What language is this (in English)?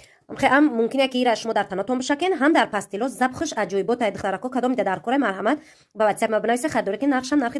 Tajik